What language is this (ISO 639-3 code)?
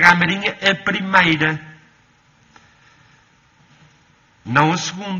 por